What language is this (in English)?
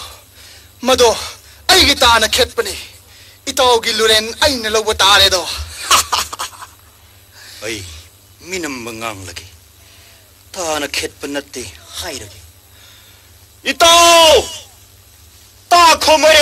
Manipuri